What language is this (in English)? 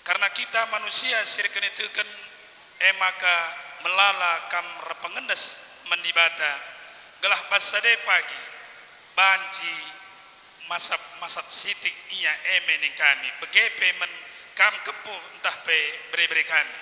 Batak Karo